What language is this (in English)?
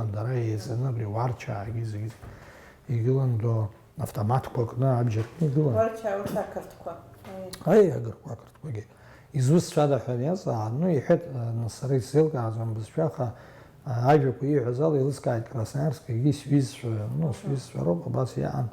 Abkhazian